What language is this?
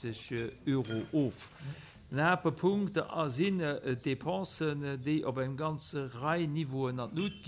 Luxembourgish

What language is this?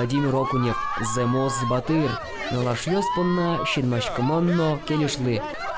Udmurt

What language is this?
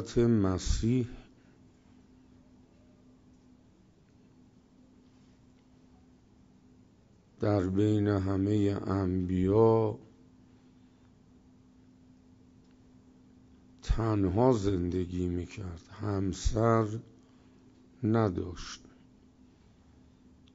Persian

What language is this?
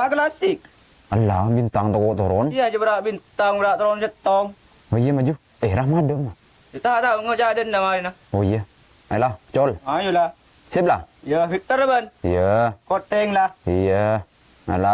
Madurese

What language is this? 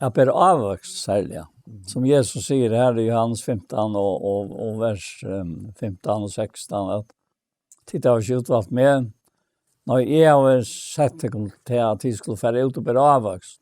Faroese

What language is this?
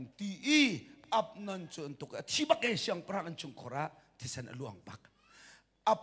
Hakha Chin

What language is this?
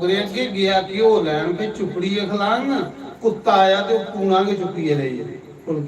Dogri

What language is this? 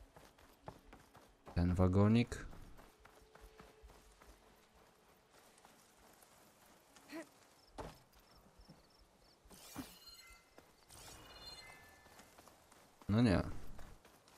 Polish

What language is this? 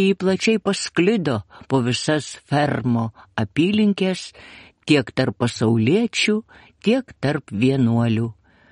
Lithuanian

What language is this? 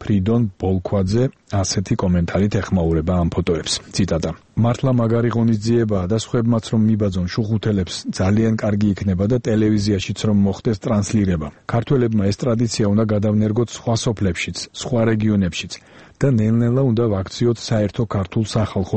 Georgian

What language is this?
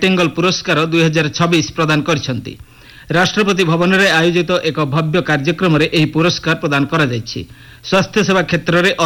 Odia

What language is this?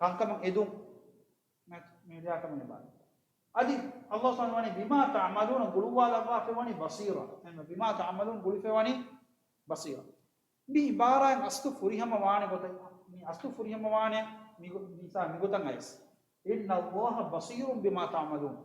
Divehi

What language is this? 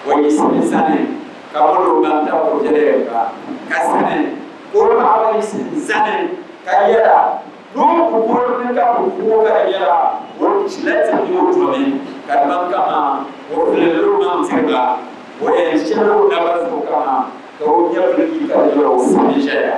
Dagbani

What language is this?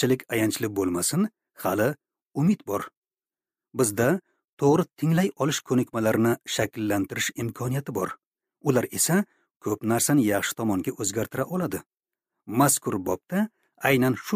Uzbek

